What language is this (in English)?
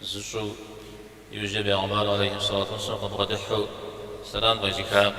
Kabardian